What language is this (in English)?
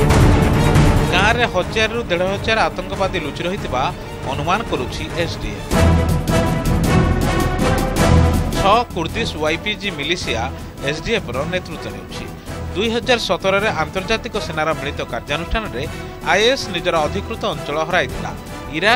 Odia